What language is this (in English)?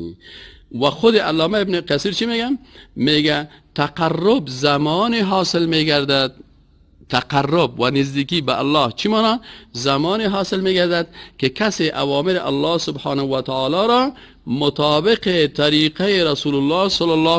Persian